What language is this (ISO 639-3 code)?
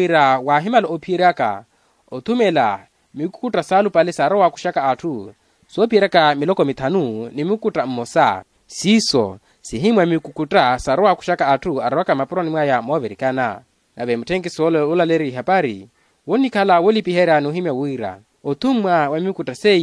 vmw